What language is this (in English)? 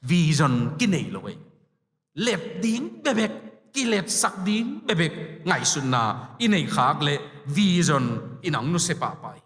Tedim Chin